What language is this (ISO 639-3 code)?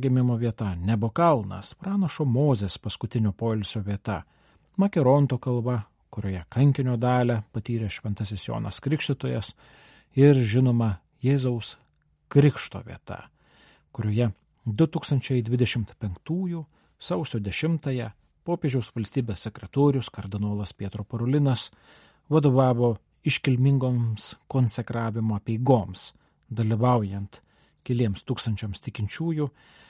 lit